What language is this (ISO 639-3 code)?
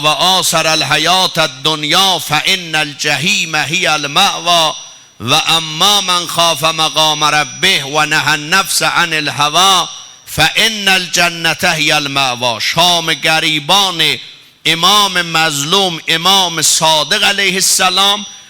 azb